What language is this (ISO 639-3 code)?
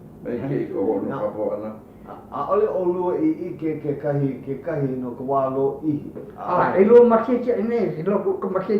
haw